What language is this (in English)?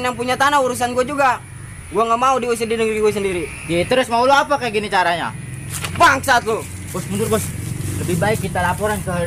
Betawi